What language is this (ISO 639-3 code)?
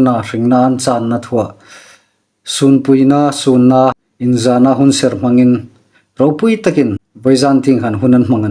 hmr